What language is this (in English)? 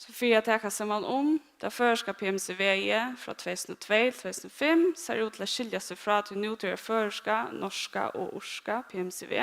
Faroese